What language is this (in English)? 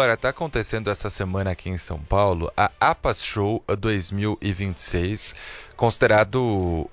Portuguese